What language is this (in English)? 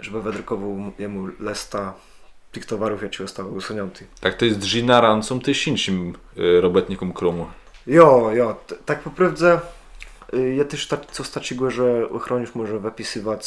Kashubian